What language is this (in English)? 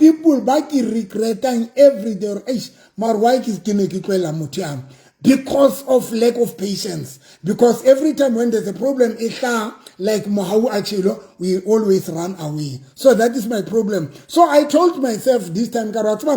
Southern Sotho